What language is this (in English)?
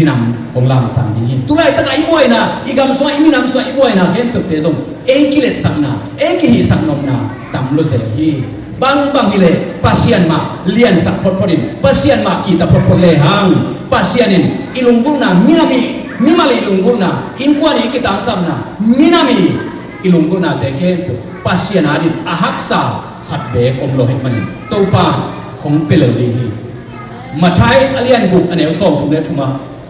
Tedim Chin